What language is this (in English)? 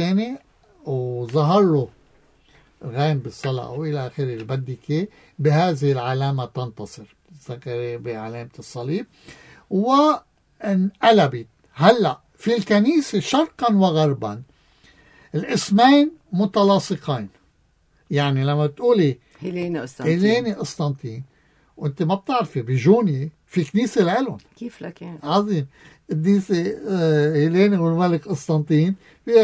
North Levantine Arabic